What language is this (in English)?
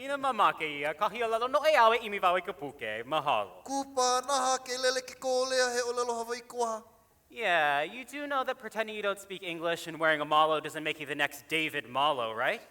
Hawaiian